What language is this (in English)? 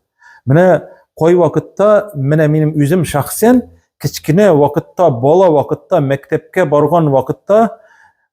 Tatar